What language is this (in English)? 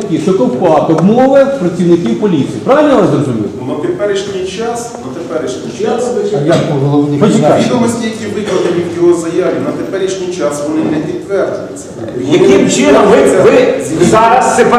Ukrainian